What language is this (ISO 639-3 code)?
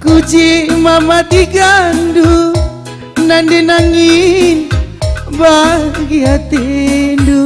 btx